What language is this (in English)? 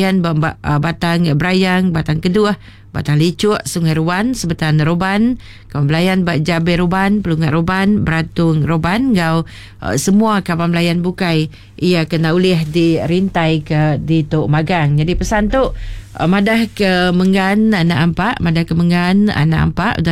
Iban